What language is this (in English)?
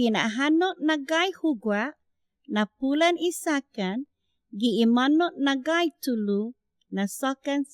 Chamorro